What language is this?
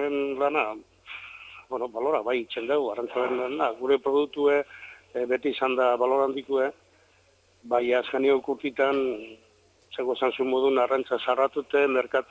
Basque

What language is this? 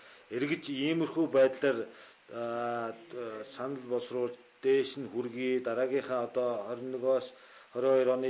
Mongolian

